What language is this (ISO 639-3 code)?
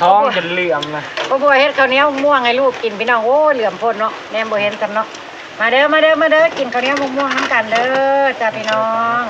tts